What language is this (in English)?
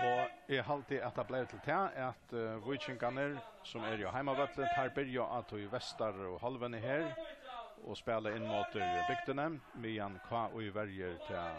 Faroese